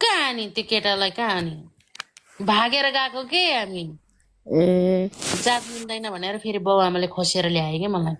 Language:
Nepali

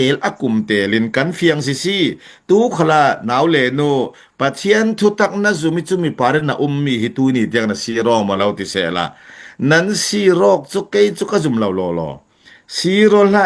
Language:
Falam Chin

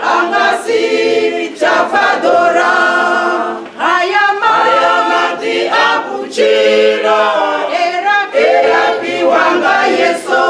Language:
Venda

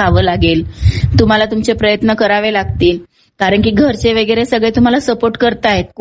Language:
Marathi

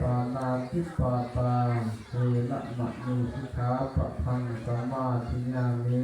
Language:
Pali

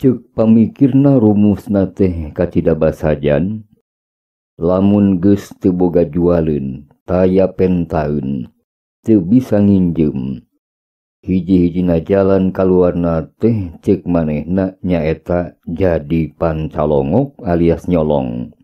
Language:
Sundanese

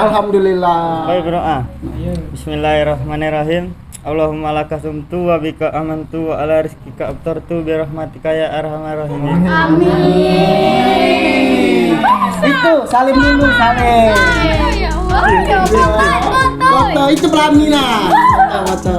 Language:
Musi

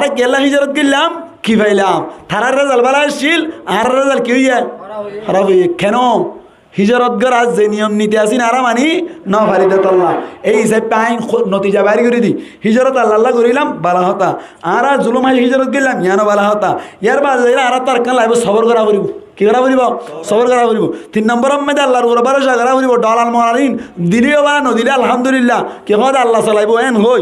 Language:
Rohingya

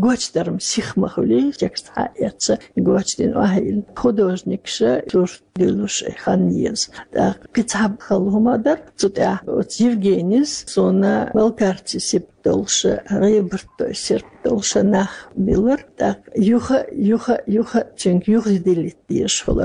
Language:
Chechen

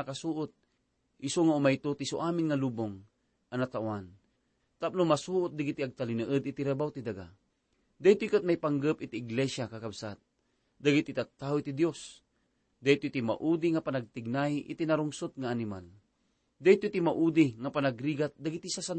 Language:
Iloko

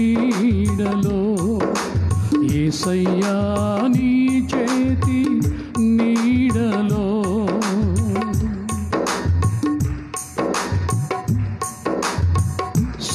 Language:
Telugu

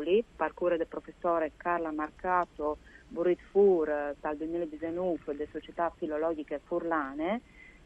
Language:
Friulian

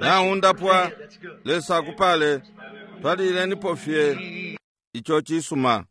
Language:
Bemba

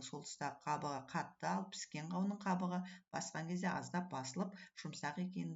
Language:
Kazakh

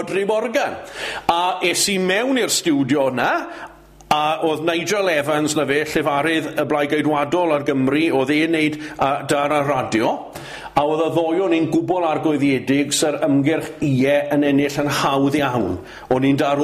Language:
Welsh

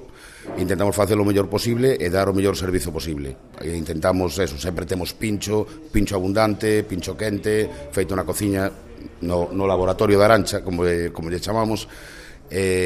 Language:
Galician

